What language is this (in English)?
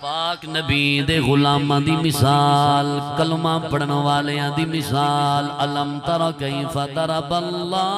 Saraiki